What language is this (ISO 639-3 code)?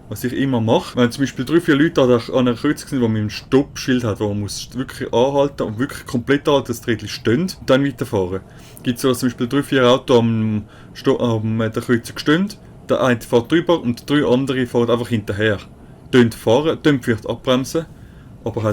gsw